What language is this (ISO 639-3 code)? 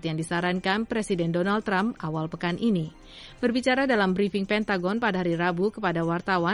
ind